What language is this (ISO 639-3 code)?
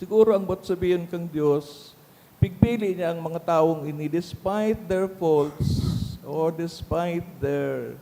bik